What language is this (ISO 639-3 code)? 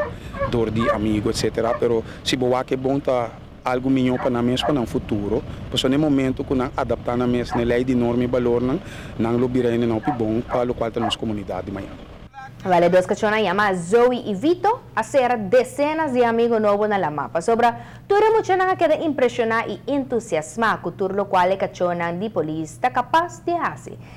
pap